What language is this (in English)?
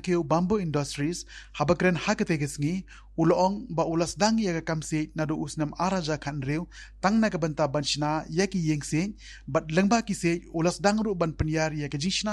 Khasi